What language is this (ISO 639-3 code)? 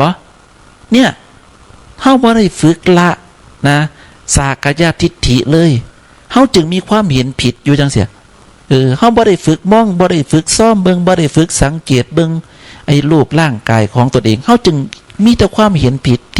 tts